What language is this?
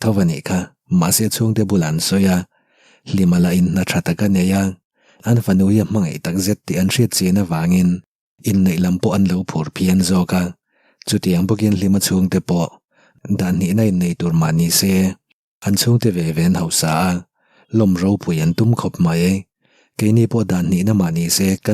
Mizo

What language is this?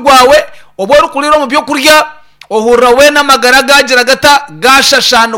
Nyankole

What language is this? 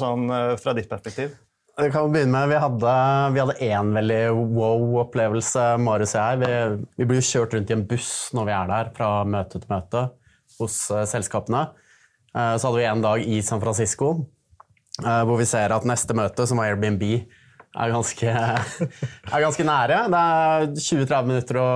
Norwegian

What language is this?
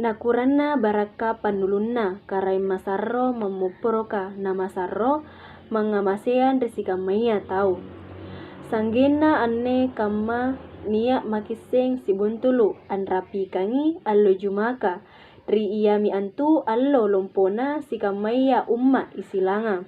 Makasar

